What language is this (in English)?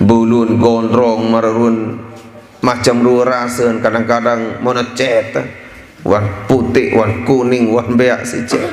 Sasak